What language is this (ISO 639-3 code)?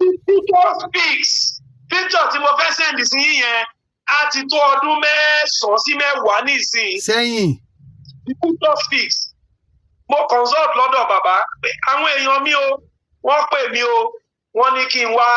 yor